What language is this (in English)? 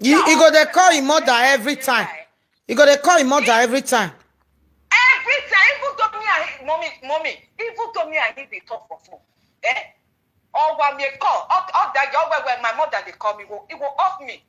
Nigerian Pidgin